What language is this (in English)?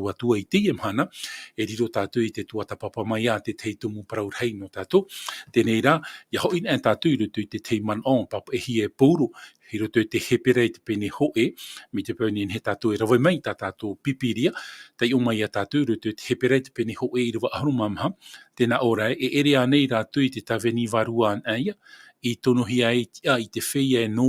Tahitian